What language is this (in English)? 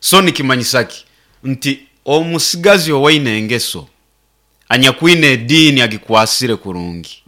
Nyankole